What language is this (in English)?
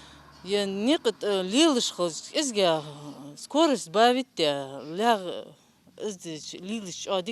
Ingush